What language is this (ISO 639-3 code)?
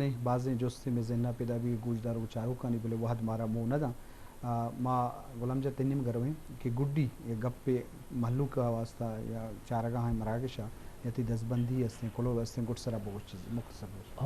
bgp